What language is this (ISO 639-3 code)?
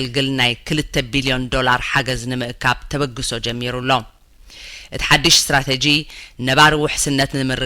tir